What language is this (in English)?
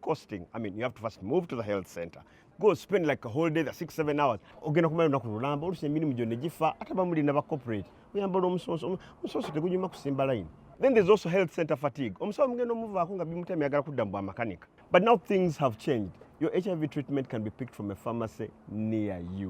Ganda